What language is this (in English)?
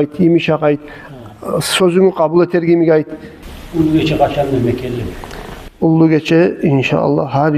Kumyk